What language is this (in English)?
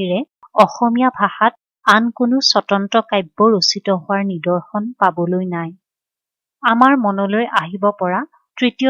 Assamese